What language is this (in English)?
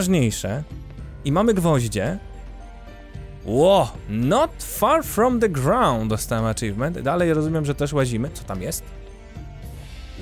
Polish